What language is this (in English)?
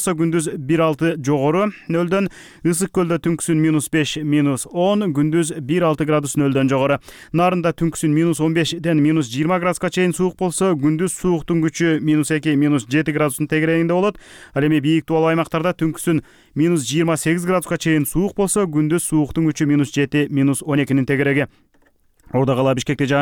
Kyrgyz